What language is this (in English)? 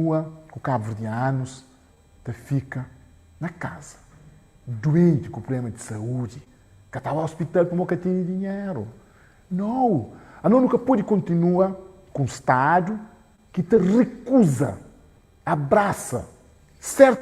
Kabuverdianu